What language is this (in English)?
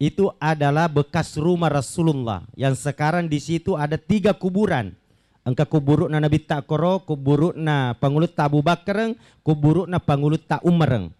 Buginese